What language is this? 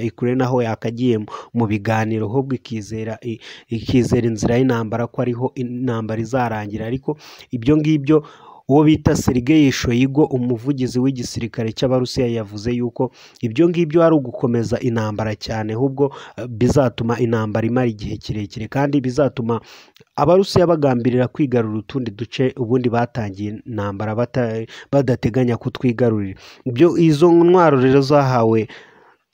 Kinyarwanda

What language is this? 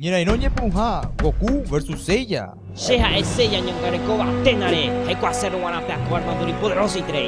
Guarani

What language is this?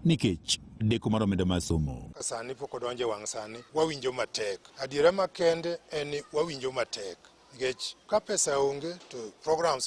Luo (Kenya and Tanzania)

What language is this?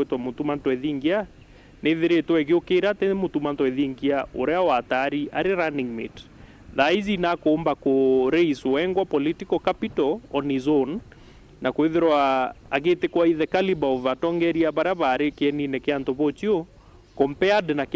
Meru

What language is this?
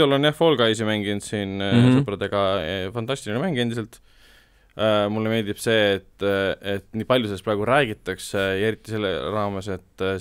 Estonian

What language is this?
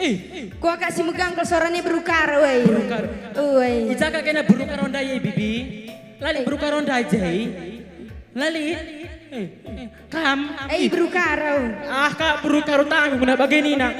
Batak Karo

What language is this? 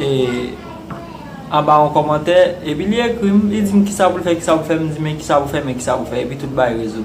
Haitian Creole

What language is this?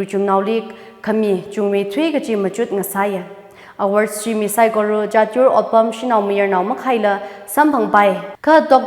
Tangkhul Naga (India)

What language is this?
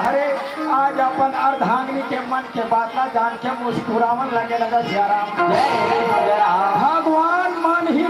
Chhattisgarhi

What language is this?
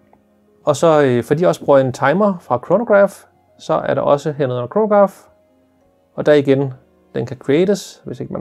Danish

